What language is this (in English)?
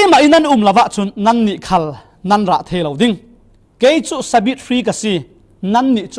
Falam Chin